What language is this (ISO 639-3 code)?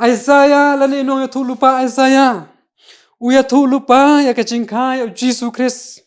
kha